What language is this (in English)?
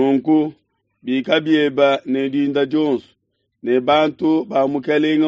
Luba-Lulua